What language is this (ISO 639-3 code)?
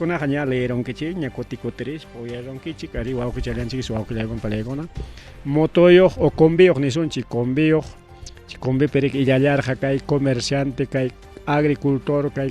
quy